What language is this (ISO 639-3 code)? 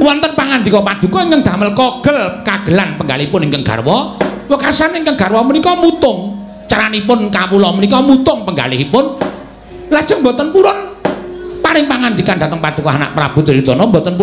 jav